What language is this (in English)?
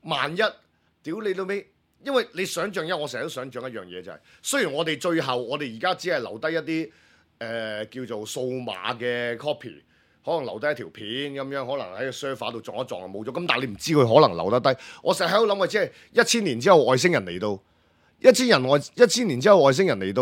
Cantonese